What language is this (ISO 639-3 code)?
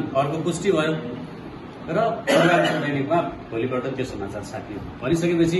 nep